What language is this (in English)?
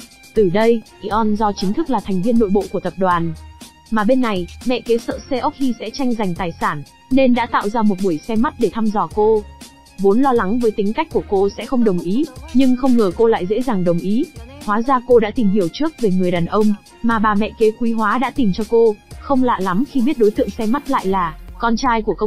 Vietnamese